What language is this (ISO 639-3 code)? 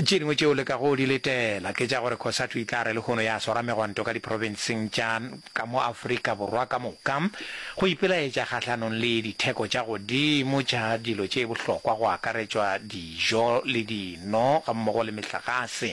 nso